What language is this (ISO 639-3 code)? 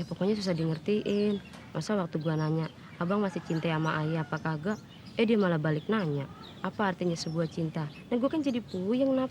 bew